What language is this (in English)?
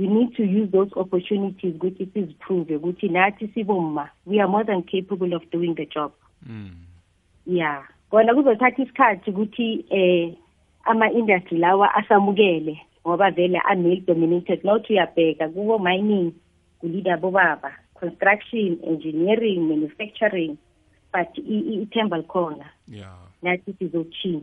South Ndebele